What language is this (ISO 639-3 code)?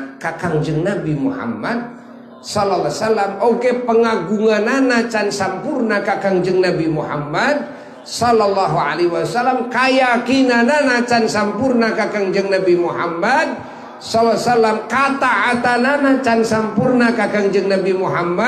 sun